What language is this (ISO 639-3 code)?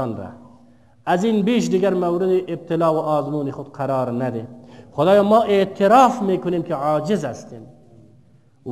fas